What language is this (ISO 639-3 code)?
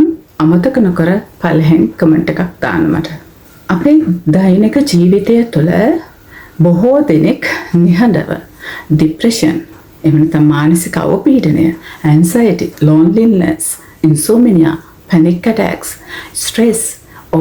sin